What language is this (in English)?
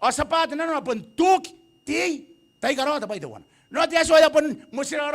Gilbertese